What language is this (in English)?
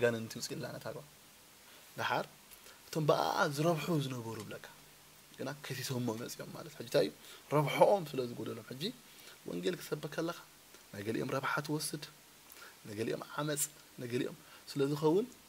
Tigrinya